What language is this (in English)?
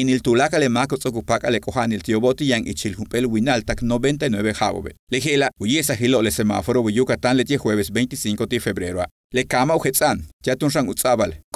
Yucateco